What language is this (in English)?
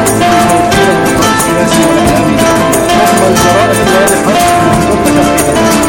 Arabic